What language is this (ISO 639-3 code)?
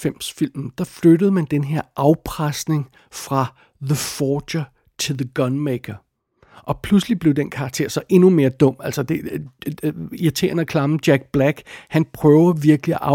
dan